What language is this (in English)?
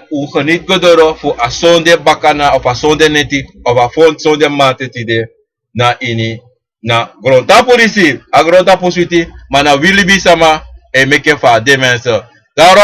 Sranan Tongo